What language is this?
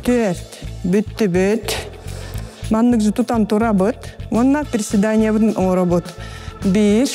Yakut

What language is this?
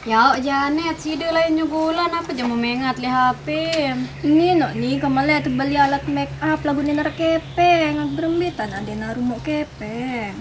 Sasak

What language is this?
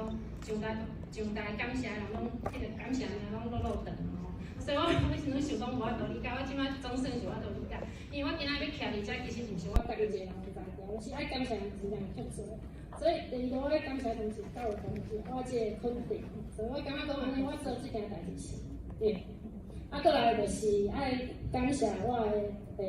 Min Nan Chinese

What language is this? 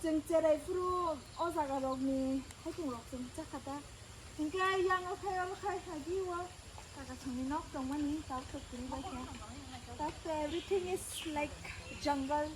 Kok Borok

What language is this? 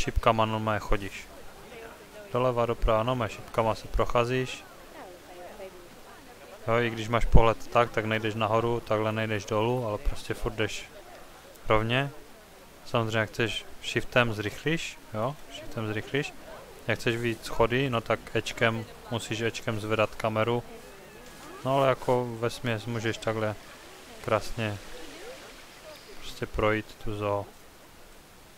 Czech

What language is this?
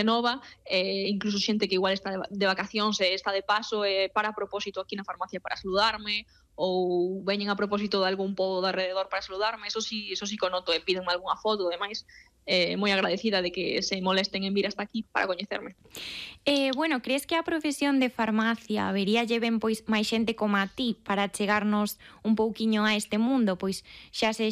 Galician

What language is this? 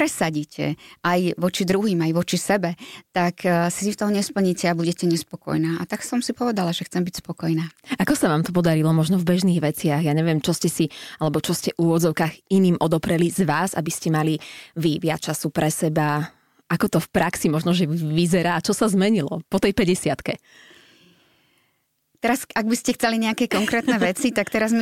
Slovak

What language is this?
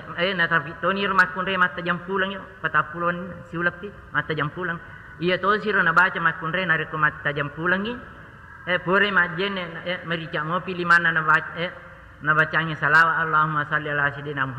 Buginese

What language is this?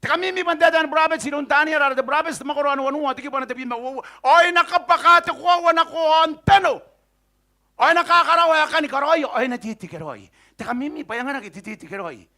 Gilbertese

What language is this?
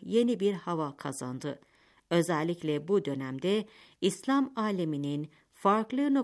Turkish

